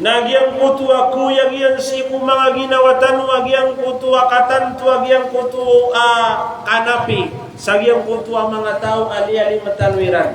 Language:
Maranao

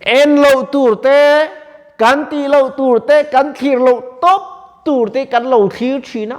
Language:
Mizo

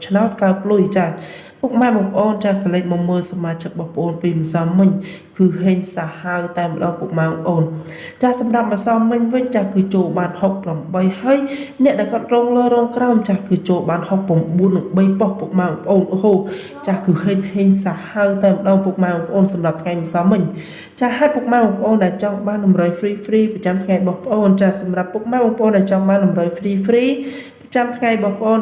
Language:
Khmer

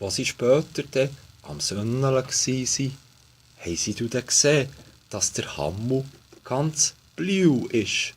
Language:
Swiss German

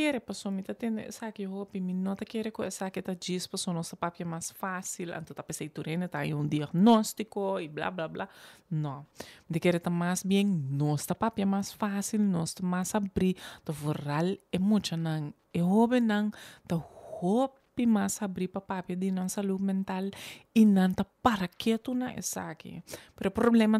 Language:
Papiamento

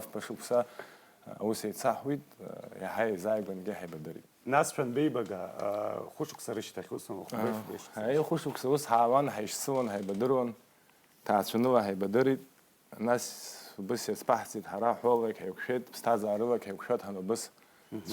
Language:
Abkhazian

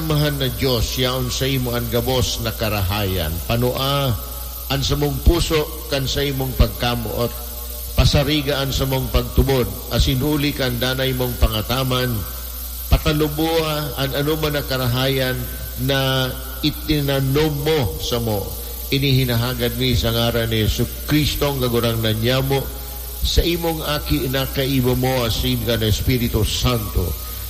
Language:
Bikol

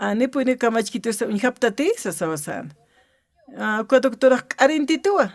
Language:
Aymara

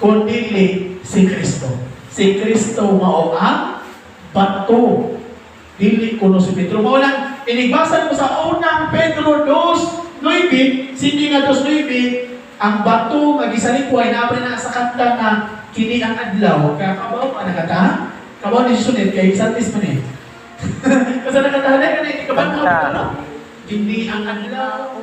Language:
Cebuano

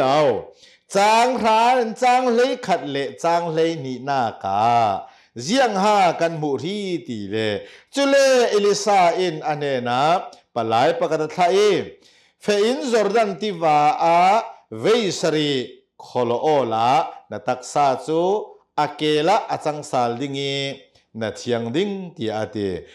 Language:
Hakha Chin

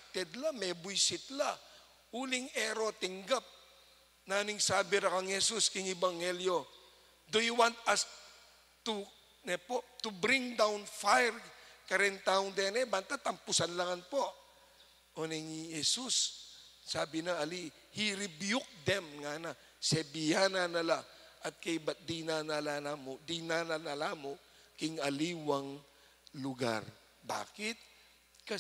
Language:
Pampanga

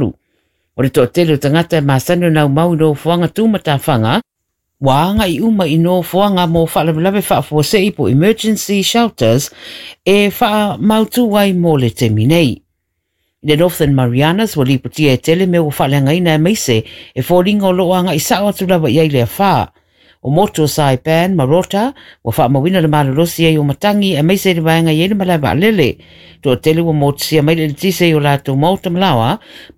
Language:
Samoan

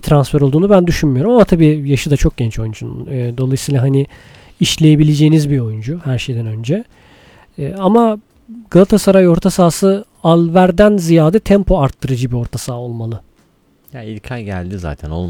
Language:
Turkish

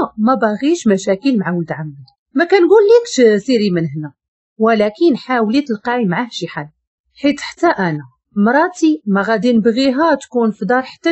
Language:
Moroccan Arabic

